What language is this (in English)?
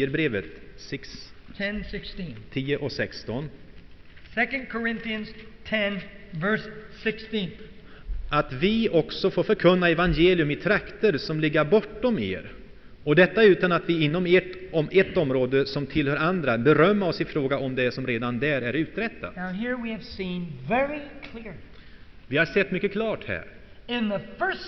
Swedish